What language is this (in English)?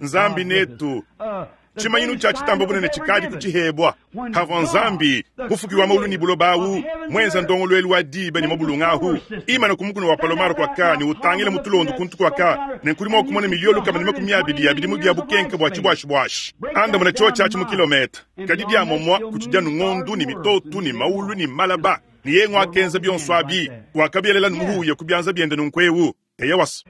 Luba-Lulua